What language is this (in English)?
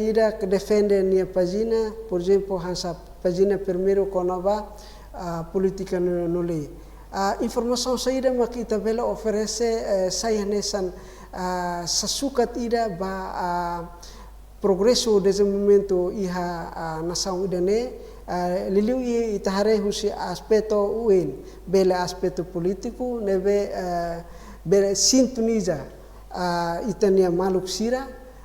Tetum